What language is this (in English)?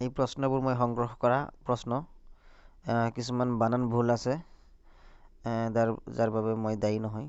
Assamese